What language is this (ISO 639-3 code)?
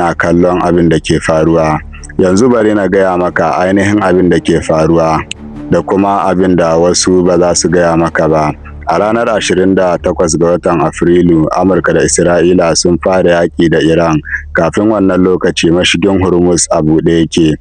hau